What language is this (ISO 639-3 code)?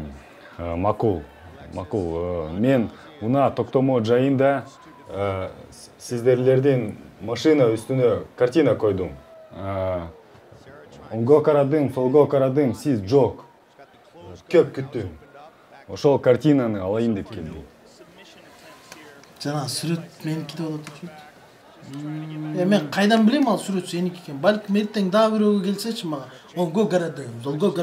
kir